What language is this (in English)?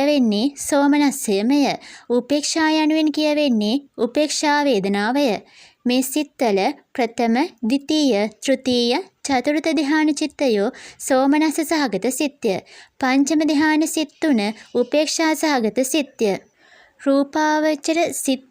Sinhala